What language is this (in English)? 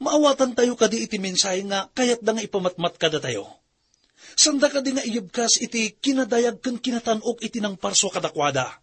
Iloko